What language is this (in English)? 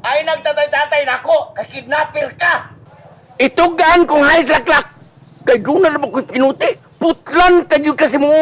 Cebuano